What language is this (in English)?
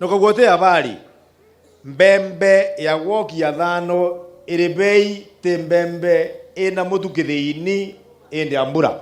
Meru